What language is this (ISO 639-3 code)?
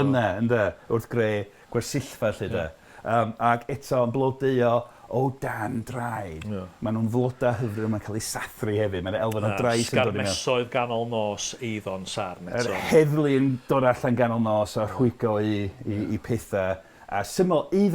cym